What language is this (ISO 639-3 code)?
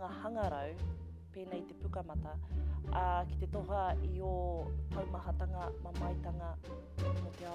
mri